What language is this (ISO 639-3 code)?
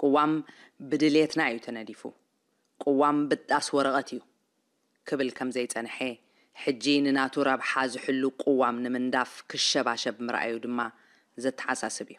tir